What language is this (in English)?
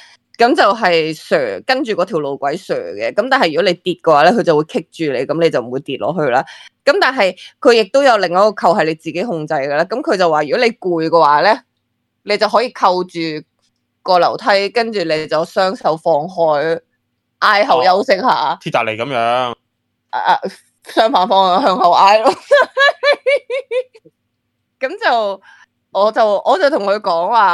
Cantonese